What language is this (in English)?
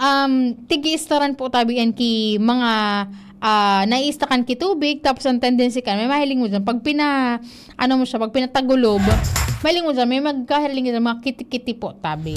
Bikol